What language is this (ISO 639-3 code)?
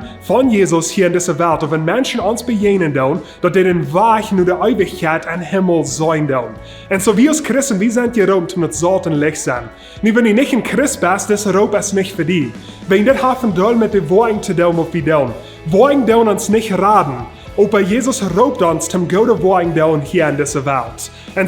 pdt